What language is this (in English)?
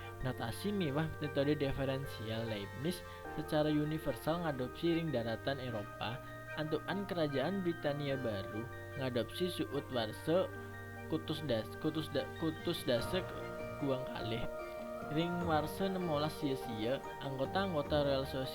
Balinese